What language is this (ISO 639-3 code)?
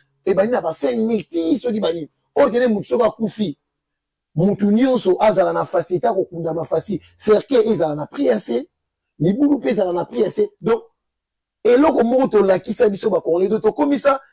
lin